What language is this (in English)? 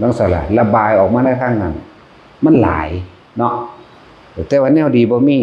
Northeastern Thai